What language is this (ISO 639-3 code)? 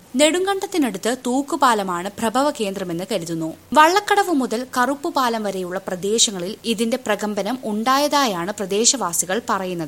mal